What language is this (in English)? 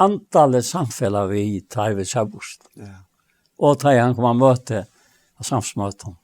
Faroese